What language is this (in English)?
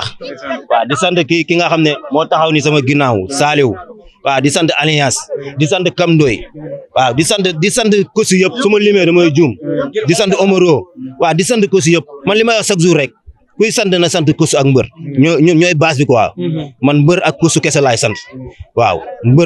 Wolof